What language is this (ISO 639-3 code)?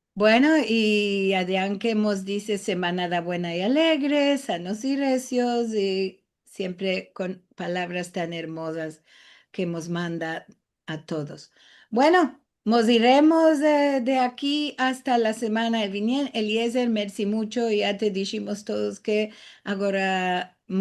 lad